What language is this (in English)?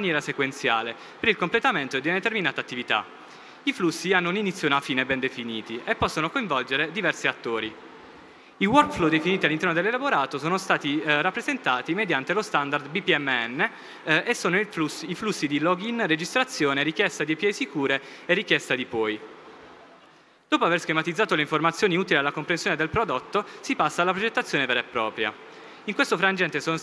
Italian